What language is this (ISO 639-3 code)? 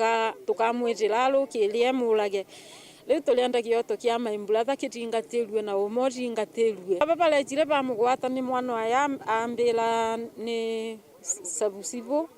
mer